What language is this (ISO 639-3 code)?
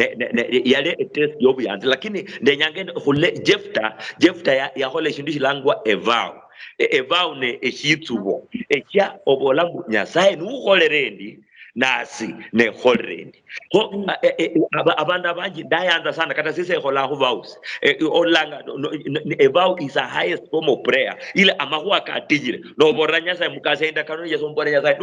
luy